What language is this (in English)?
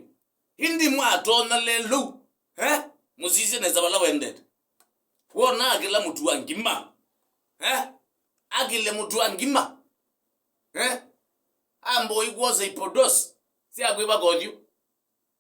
Kamba